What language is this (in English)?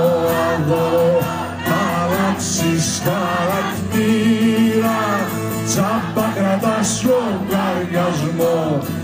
Greek